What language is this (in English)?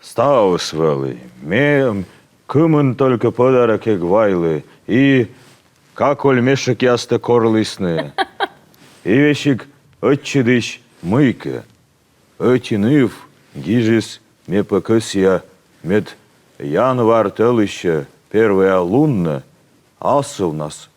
Komi